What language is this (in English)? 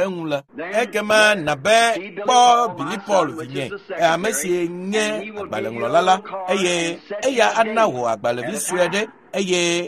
Ewe